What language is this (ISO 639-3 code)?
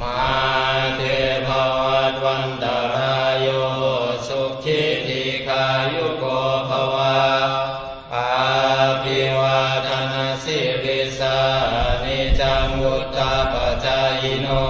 pli